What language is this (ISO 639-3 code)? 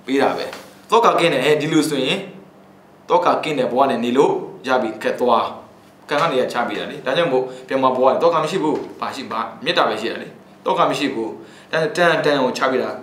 mya